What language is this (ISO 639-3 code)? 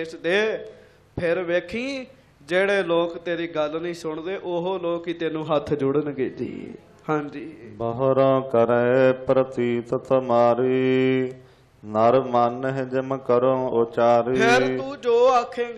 pan